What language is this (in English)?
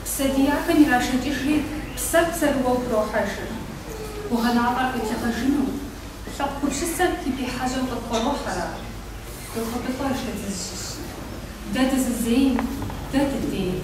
Kabardian